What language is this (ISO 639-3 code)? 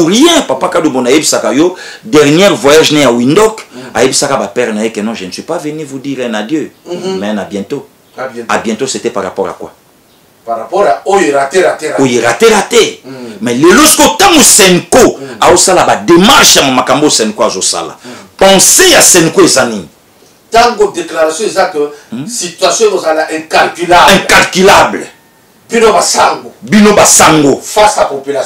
lin